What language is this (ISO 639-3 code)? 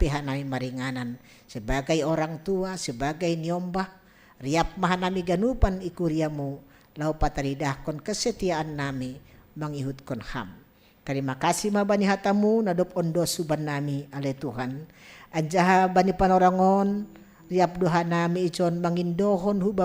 bts